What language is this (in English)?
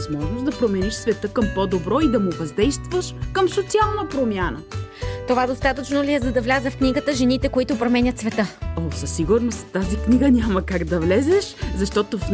Bulgarian